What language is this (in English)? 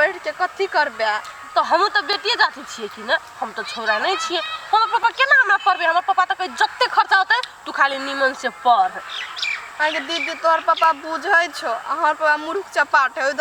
Maithili